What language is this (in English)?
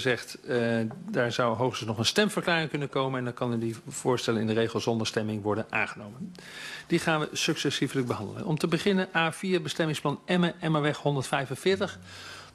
Dutch